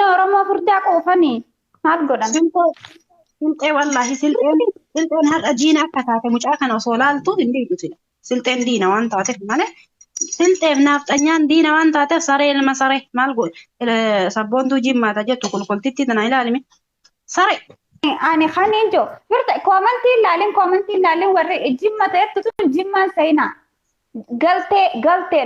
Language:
Oromo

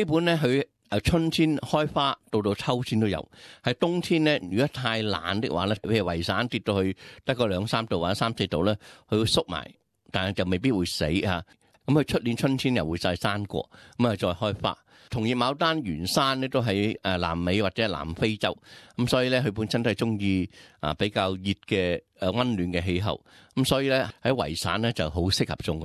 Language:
Cantonese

